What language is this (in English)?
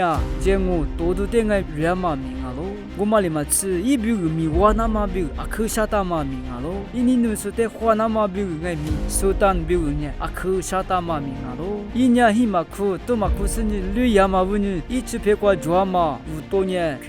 Lisu